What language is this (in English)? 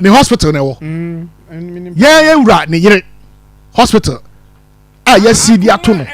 Akan